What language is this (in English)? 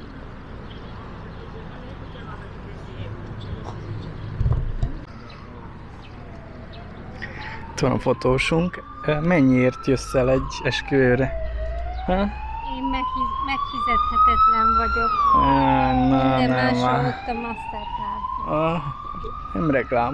Hungarian